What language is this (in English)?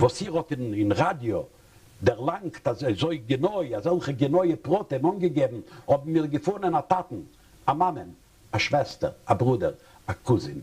Yiddish